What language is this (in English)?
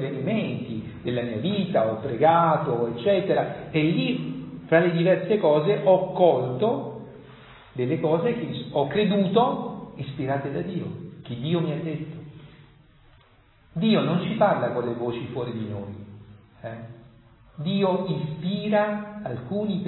Italian